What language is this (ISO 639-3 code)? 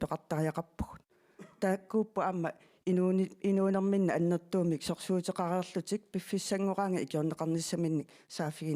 kal